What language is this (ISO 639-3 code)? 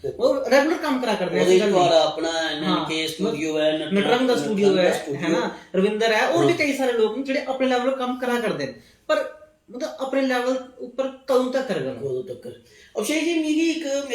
doi